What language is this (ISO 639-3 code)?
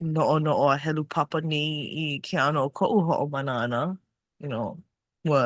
haw